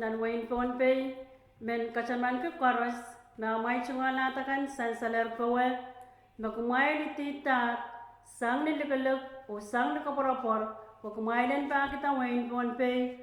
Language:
Pohnpeian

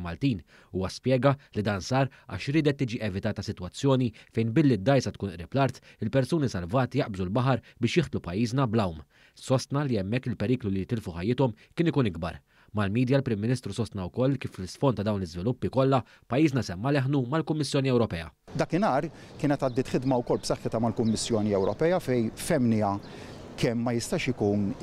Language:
Maltese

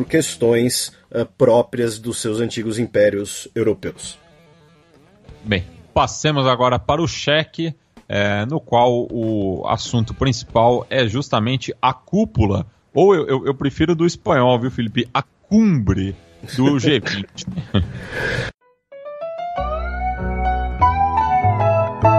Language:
Portuguese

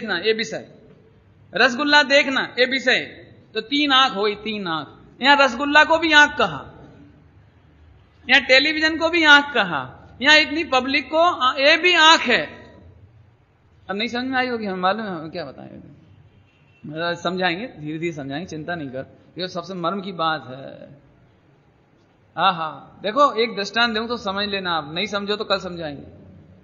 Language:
Hindi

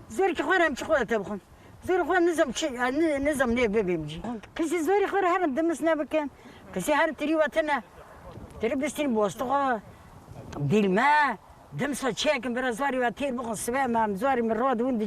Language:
Kurdish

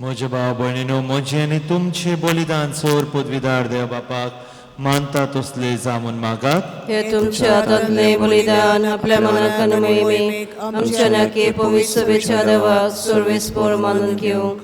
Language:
Konkani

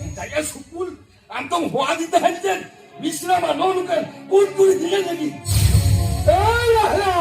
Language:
Santali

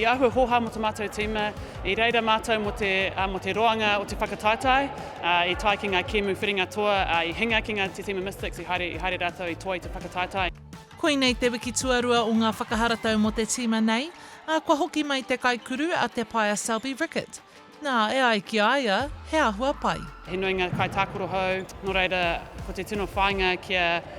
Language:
Māori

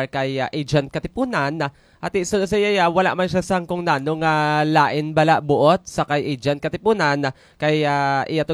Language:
Hiligaynon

